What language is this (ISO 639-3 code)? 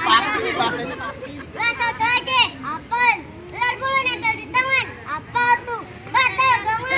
bew